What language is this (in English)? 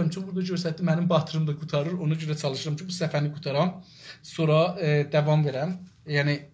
South Azerbaijani